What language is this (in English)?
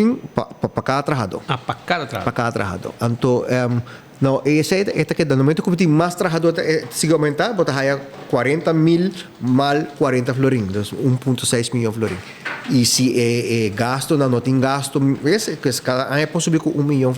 Papiamento